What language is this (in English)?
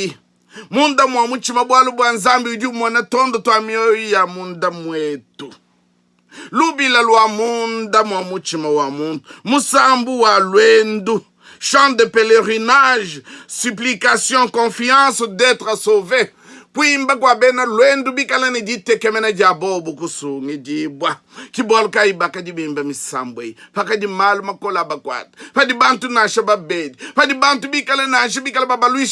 Luba-Lulua